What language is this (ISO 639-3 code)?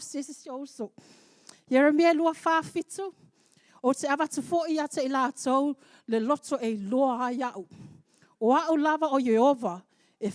smo